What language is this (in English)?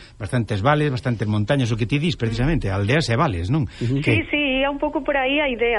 Galician